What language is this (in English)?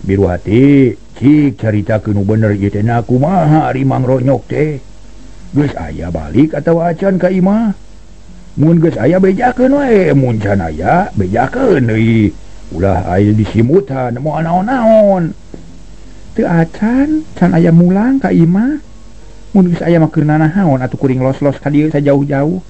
Sundanese